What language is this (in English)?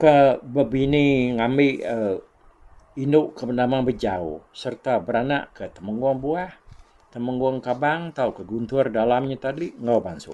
Iban